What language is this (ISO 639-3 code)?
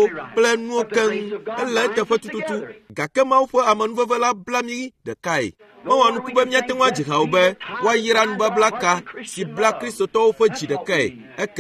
ewe